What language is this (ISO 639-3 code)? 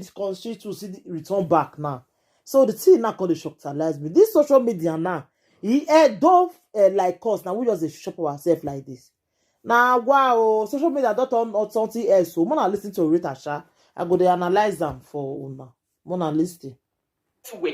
pcm